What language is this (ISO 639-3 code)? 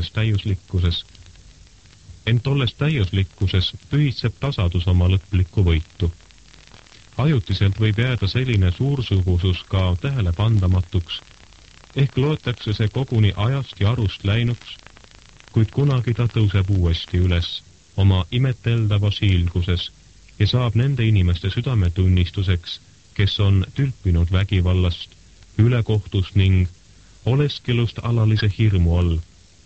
est